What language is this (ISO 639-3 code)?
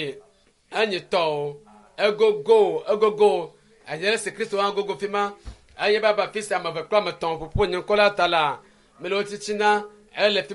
ewe